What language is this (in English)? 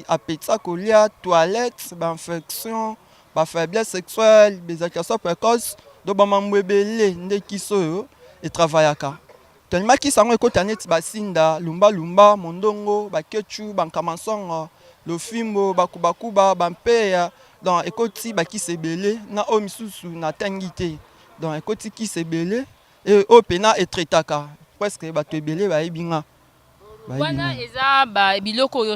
Lingala